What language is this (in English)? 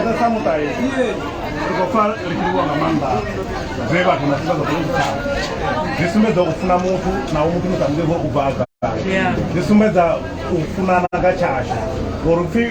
Venda